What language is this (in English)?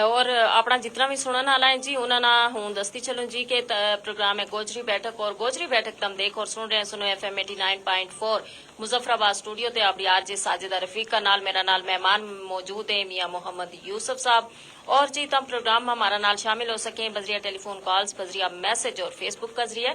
Gujari